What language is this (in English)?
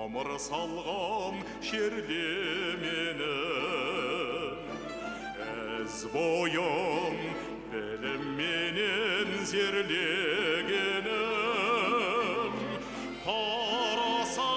Kazakh